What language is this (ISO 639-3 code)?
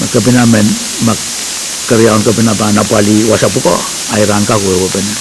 pon